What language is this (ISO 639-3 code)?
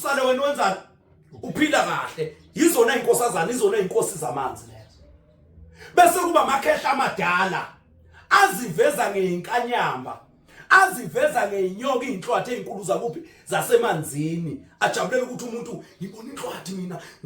zul